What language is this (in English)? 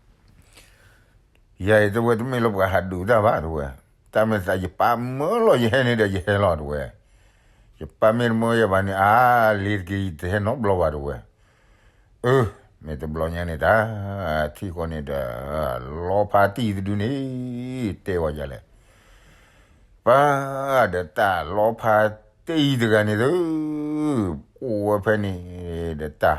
S'gaw Karen